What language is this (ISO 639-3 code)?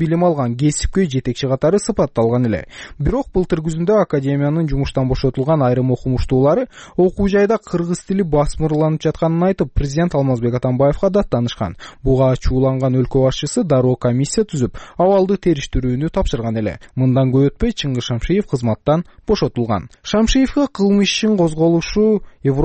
kir